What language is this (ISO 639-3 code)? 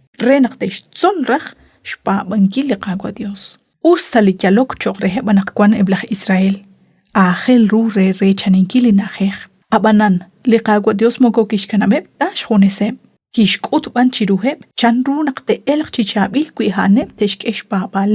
kek